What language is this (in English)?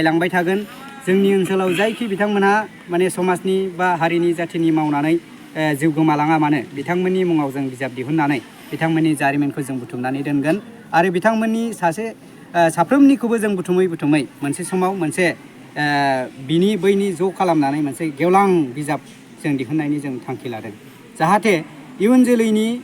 Bodo